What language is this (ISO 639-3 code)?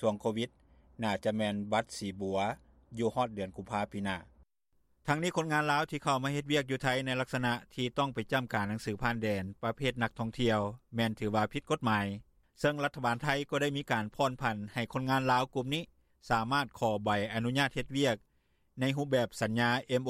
lao